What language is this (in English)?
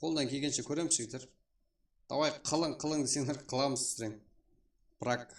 Kara-Kalpak